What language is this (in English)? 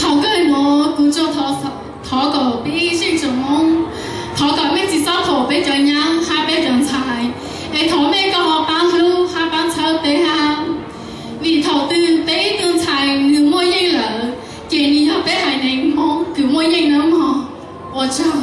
Hmong